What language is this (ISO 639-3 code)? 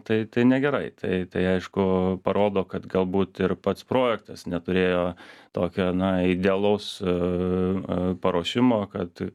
lit